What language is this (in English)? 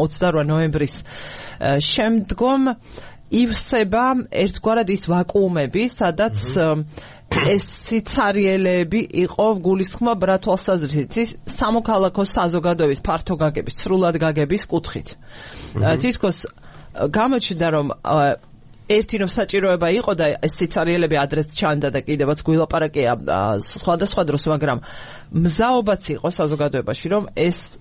Georgian